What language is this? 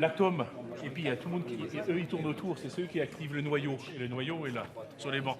Breton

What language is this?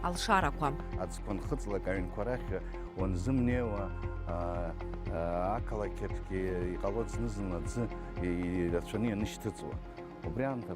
Abkhazian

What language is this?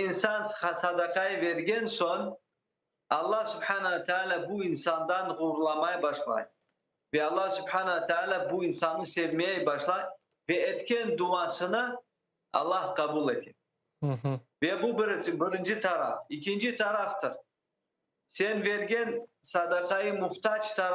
Crimean Tatar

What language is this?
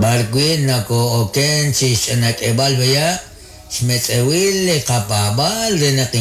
Kekchí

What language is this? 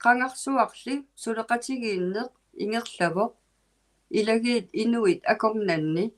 Inuktitut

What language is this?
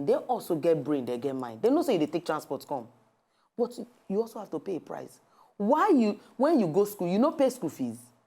Nigerian Pidgin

